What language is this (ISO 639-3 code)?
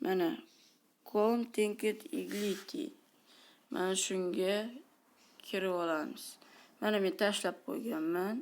uzb